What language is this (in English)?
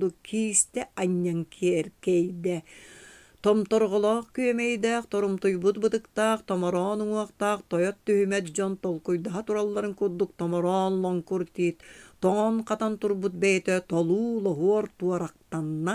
Yakut